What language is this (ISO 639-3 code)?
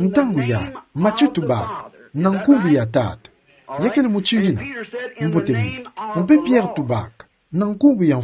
ktu